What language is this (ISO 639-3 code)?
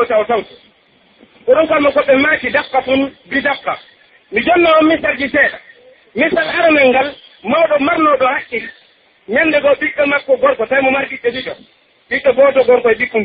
fuf